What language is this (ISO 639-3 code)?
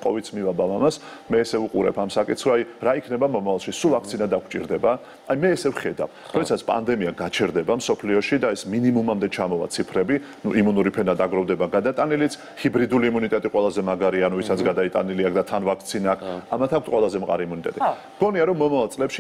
kat